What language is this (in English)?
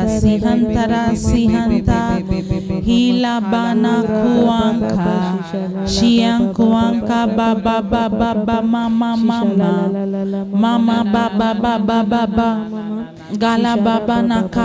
Tem